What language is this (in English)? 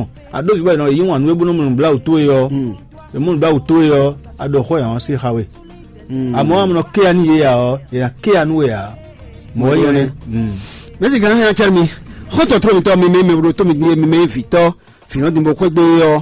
Fon